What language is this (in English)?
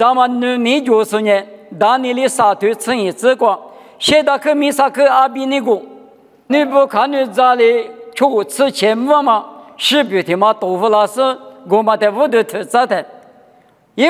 Lisu